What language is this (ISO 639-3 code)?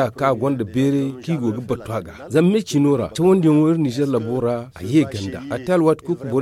dje